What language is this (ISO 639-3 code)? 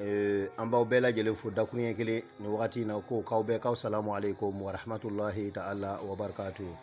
bam